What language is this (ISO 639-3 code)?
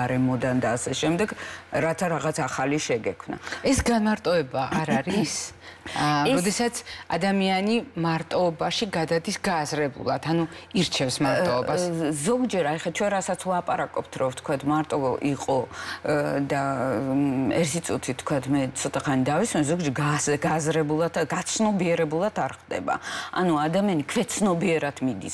kat